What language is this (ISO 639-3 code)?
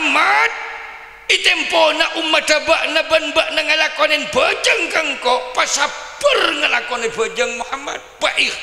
mad